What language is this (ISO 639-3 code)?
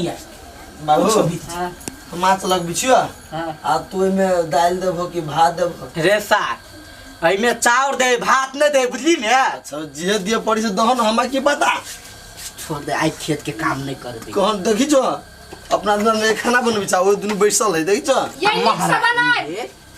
mai